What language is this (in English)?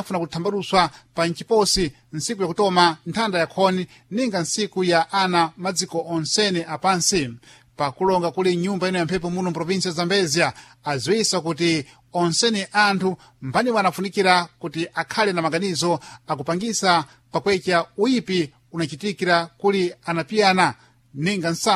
Sena